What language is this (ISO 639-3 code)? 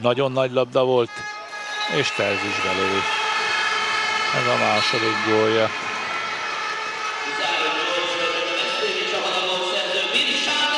hun